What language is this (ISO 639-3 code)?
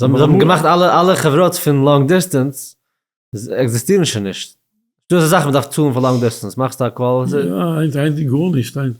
yid